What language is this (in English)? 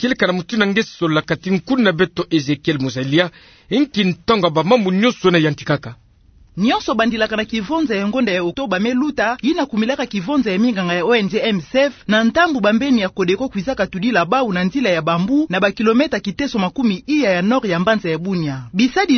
Kituba (Democratic Republic of Congo)